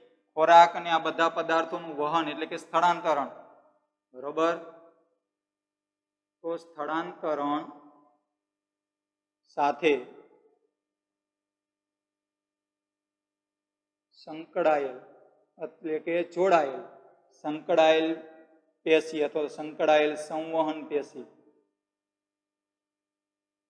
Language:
Gujarati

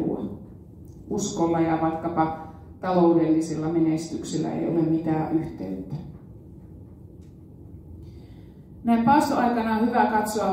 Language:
Finnish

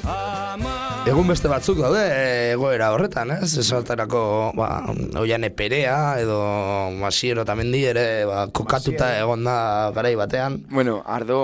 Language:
Basque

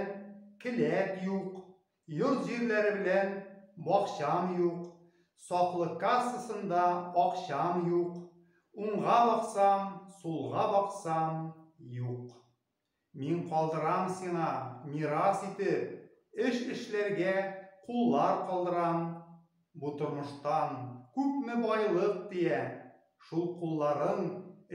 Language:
Tatar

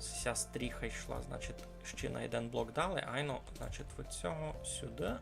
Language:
Rusyn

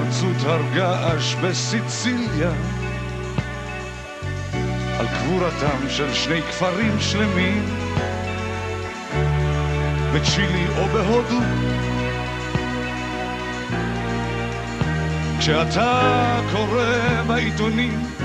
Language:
Hebrew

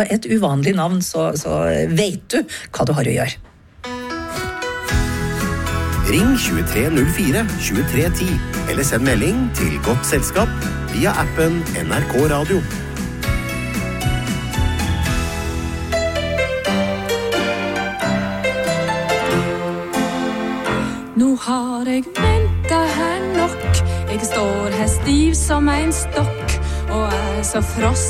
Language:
Norwegian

